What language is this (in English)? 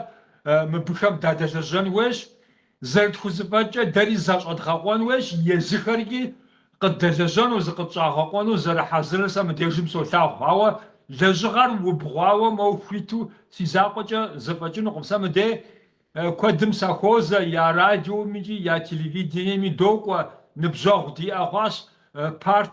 Kabardian